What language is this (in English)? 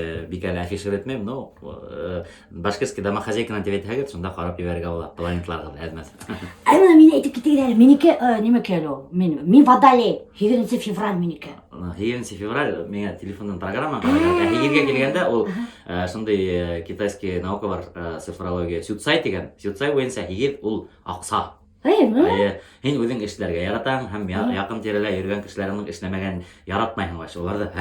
Bashkir